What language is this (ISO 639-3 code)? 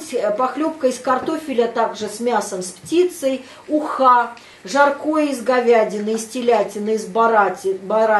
rus